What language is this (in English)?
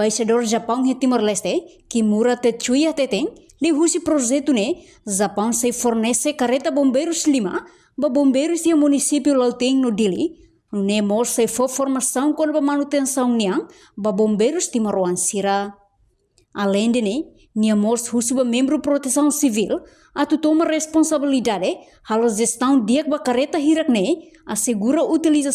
Tetum